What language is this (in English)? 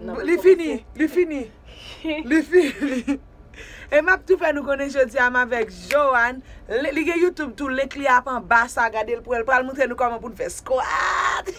Haitian Creole